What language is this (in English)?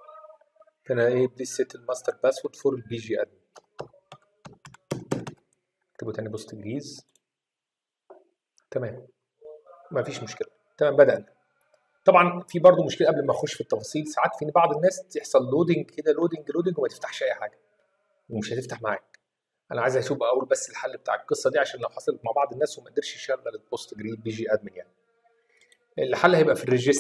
Egyptian Arabic